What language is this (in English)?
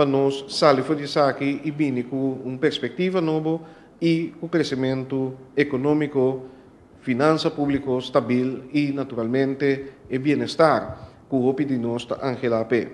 Papiamento